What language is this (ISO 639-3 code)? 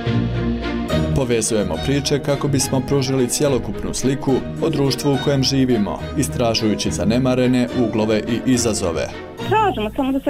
bos